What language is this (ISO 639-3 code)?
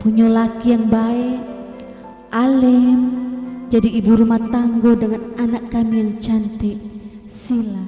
mui